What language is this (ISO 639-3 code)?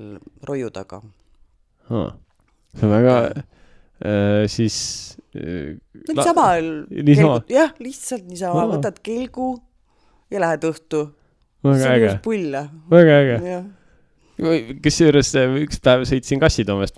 est